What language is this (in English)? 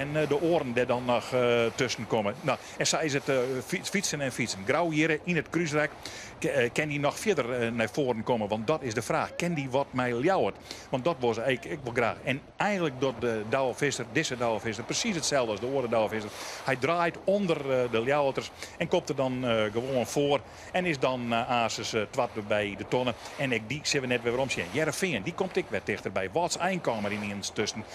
Western Frisian